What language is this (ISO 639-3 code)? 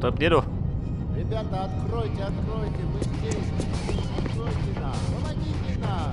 bar